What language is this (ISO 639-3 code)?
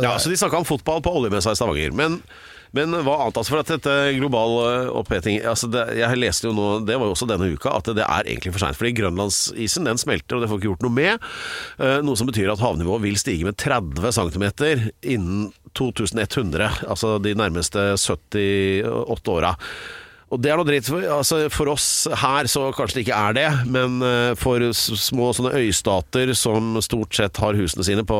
nor